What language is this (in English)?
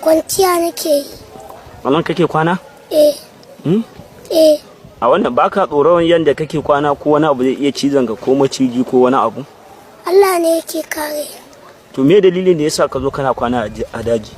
Hausa